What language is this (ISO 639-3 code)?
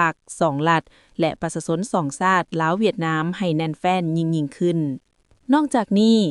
lao